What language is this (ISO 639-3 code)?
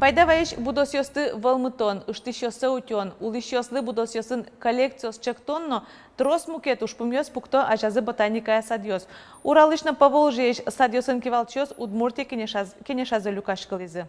udm